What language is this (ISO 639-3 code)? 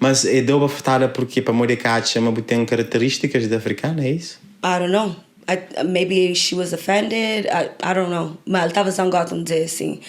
kea